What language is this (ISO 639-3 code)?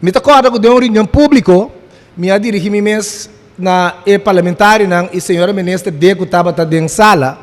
pap